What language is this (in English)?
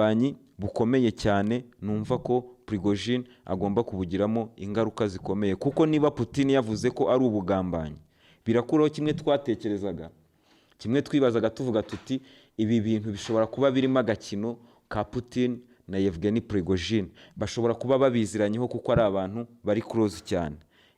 Kinyarwanda